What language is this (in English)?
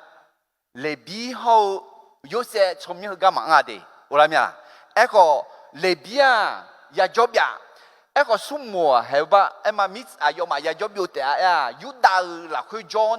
Akha